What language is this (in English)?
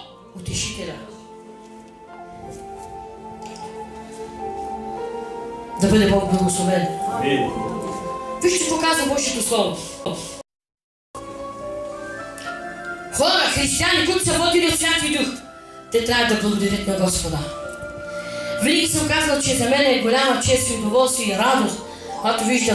Bulgarian